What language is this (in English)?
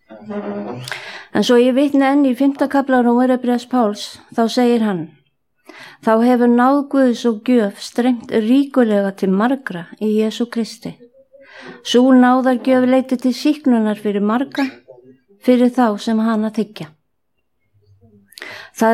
Icelandic